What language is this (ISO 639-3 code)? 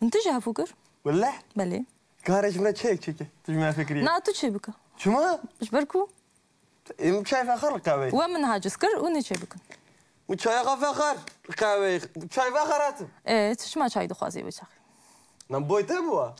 kur